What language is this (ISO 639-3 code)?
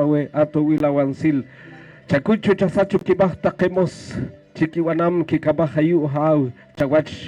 poh